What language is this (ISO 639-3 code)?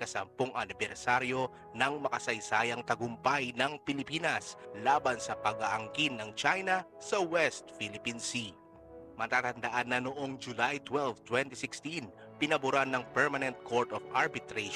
fil